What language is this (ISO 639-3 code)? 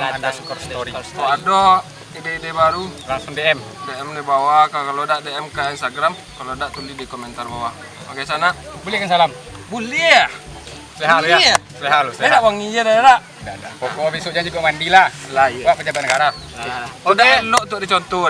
min